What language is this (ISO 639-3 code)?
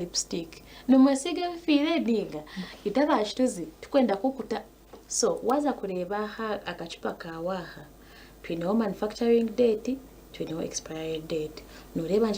nyn